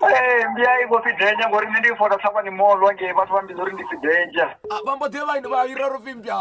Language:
Venda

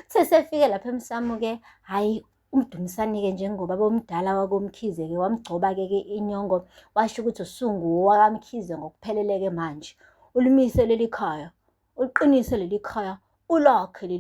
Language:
Zulu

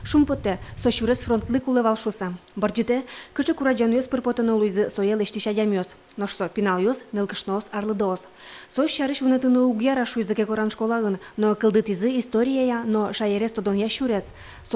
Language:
Udmurt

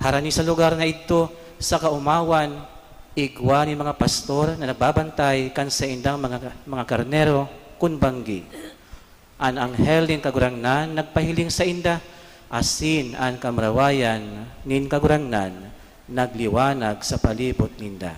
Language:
Bikol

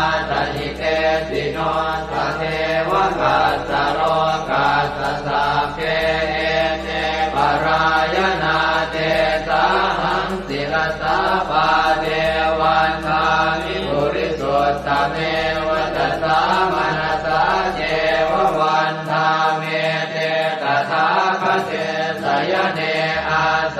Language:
Pali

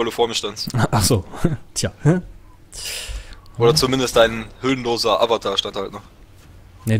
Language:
German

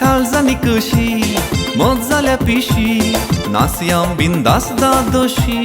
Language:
Konkani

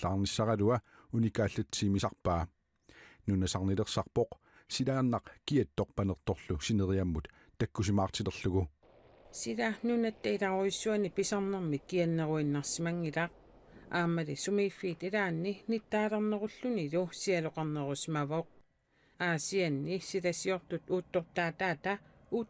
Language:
Kalaallisut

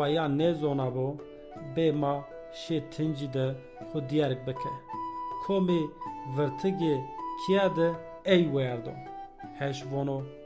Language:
Zaza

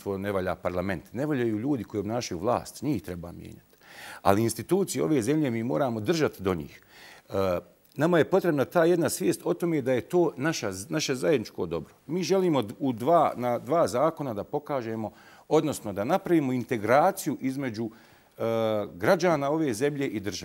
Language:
Bosnian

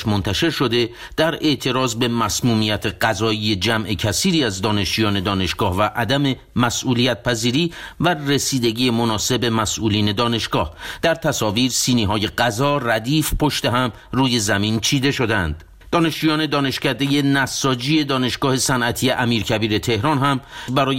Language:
Persian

